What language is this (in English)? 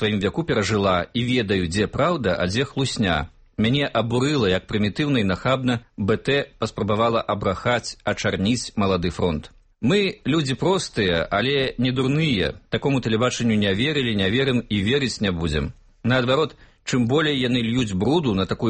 Belarusian